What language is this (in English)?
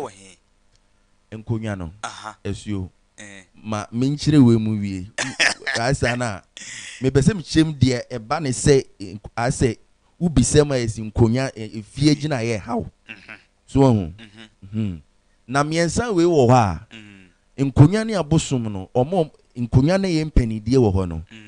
Akan